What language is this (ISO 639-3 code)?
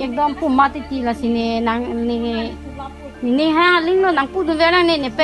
mjw